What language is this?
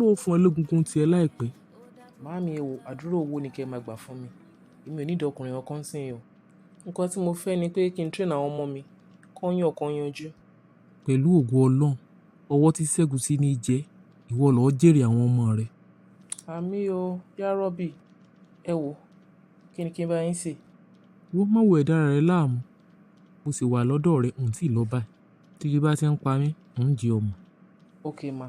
Yoruba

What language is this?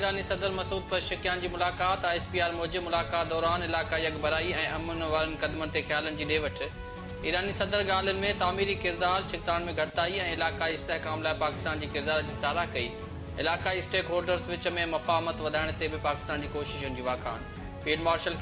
Urdu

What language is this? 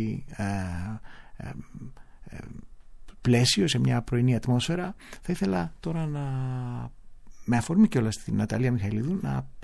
Greek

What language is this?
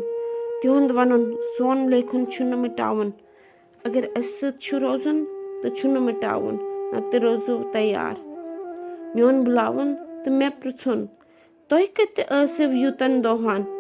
Kashmiri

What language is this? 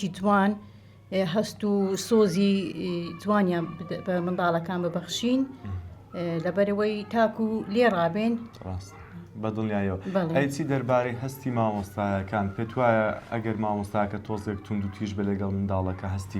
Central Kurdish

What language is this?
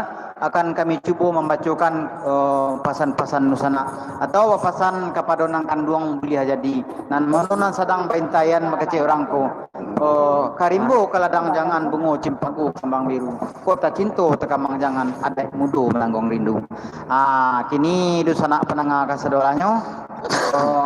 Minangkabau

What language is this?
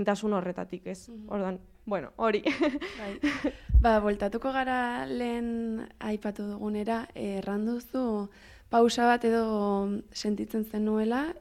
Basque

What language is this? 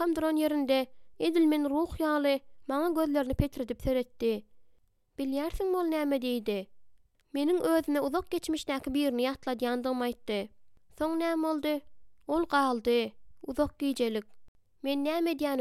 Turkmen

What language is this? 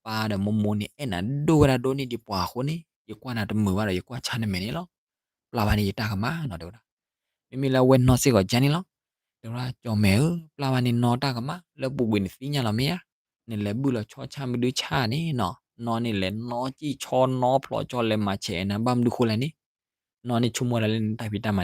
S'gaw Karen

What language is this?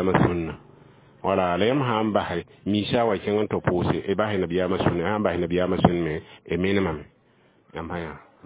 Mossi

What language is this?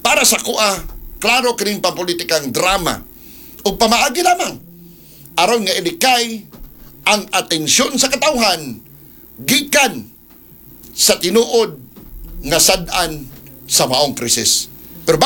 Cebuano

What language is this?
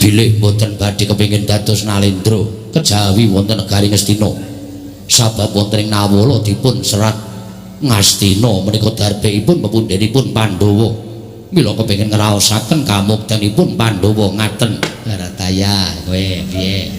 Javanese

